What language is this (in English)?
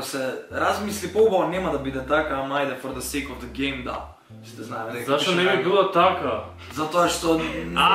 Macedonian